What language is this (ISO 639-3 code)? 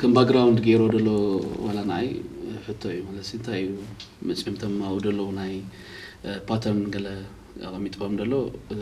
tir